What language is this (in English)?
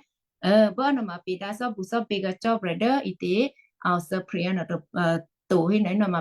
Western Kayah